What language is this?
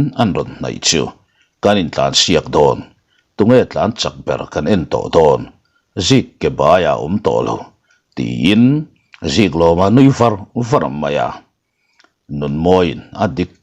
Mizo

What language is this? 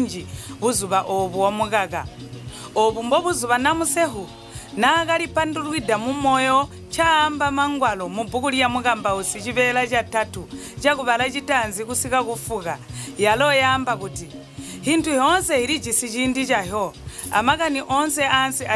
Tonga (Zambia)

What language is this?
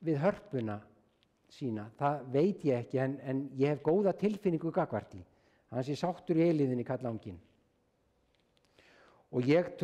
Icelandic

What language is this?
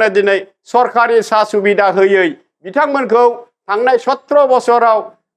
Bodo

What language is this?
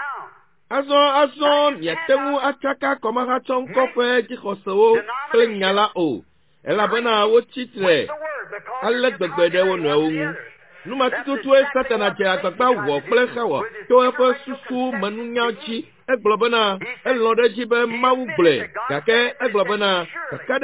Ewe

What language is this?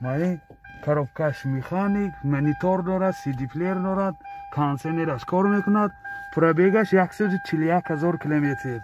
Tajik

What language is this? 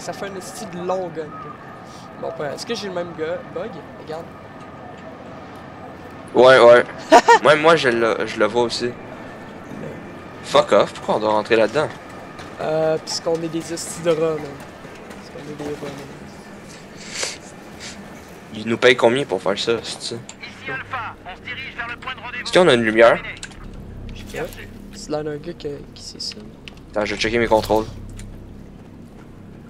French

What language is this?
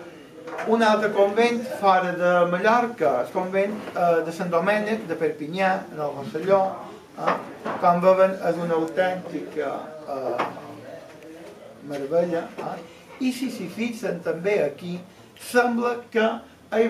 Catalan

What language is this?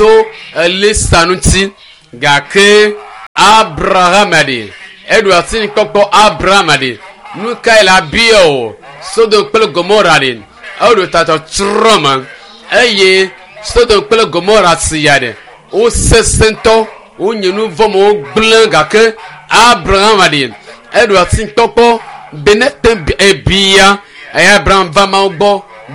Ewe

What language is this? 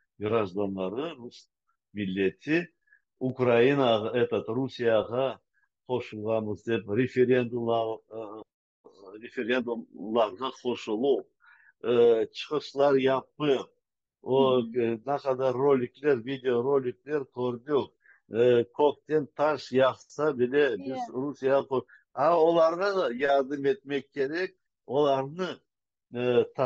Crimean Tatar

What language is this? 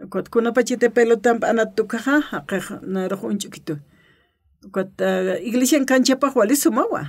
Aymara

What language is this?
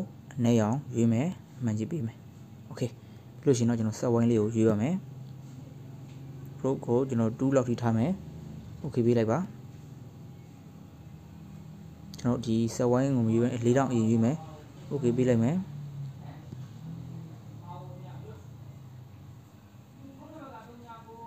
Burmese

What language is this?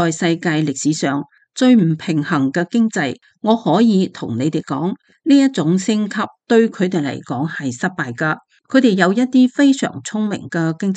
Cantonese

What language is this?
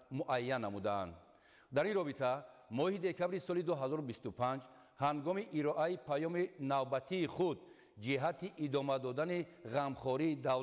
Tajik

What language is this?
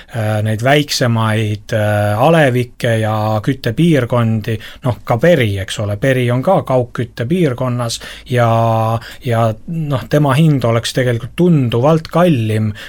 Estonian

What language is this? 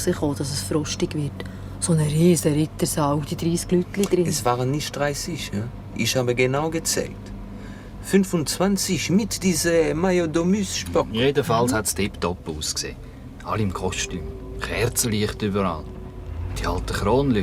Swiss German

